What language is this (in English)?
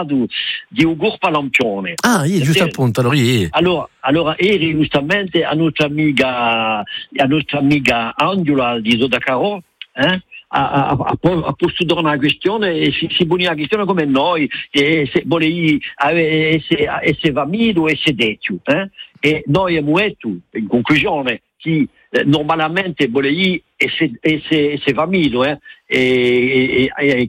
Italian